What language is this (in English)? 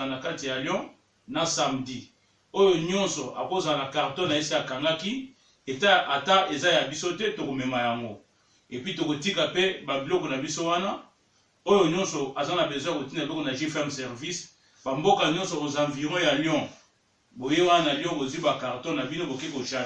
Lingala